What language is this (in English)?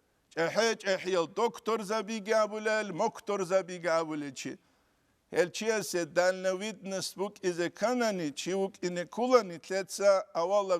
Avaric